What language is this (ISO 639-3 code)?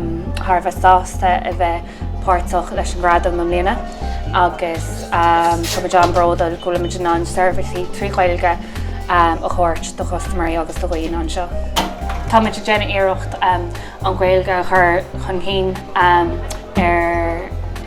gle